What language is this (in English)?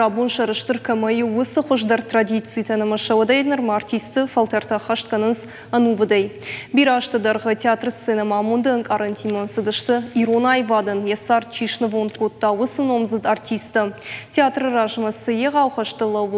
Ossetic